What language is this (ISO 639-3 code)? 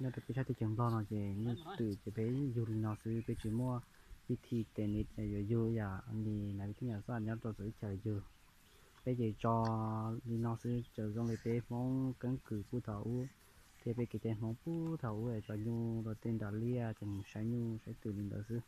hmn